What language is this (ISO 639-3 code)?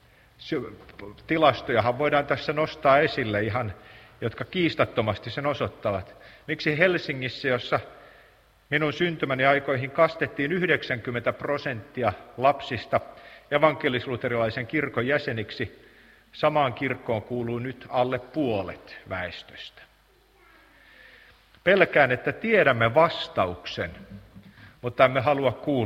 fin